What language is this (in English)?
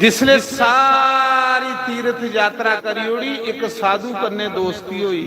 Dogri